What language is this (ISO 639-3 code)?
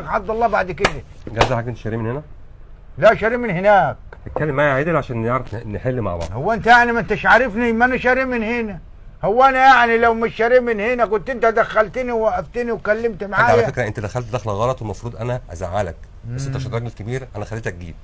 arz